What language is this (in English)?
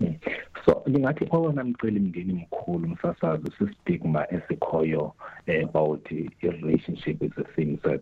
Xhosa